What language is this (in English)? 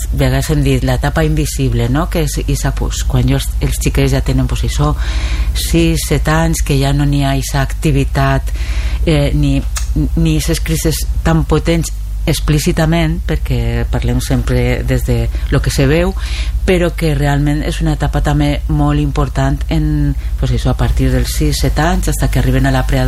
Catalan